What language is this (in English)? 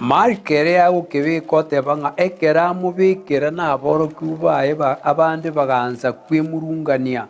Gusii